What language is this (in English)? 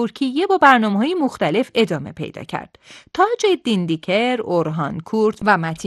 Persian